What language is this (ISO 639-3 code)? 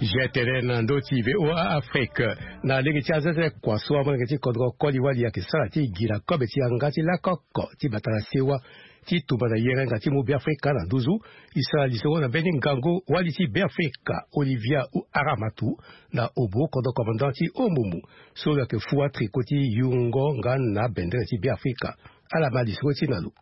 sag